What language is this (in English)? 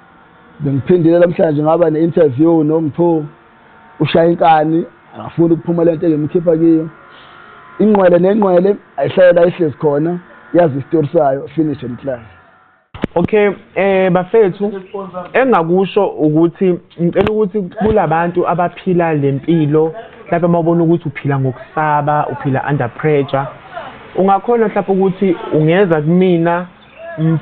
Zulu